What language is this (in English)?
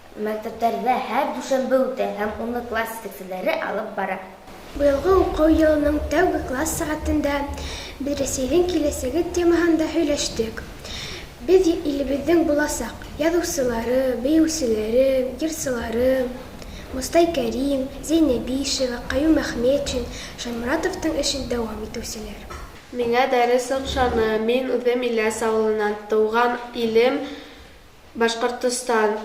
Bashkir